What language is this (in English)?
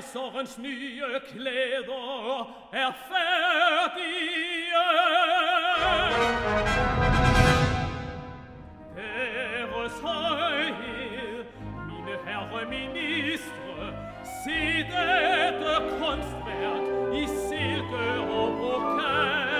Danish